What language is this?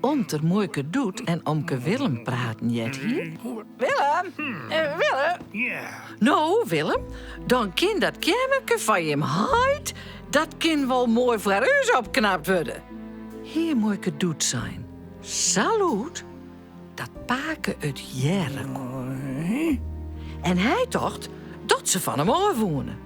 Western Frisian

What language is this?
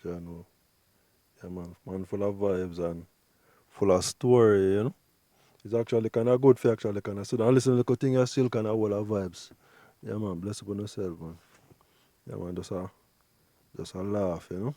Jamaican Creole English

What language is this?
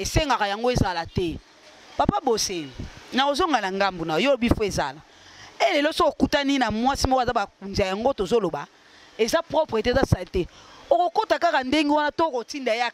Lingala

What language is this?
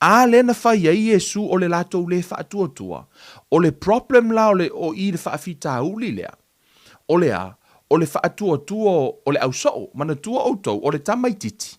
Samoan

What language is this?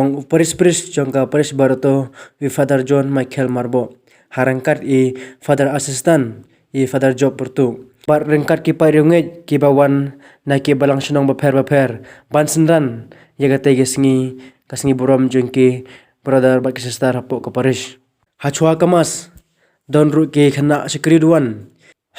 Khasi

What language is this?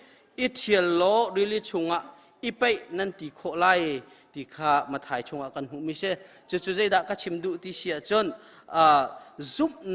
Hakha Chin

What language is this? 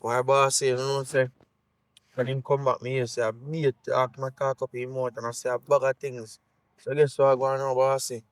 Jamaican Creole English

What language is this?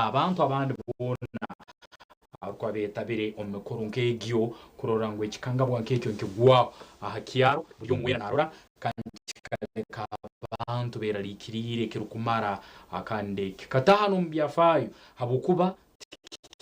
Nyankole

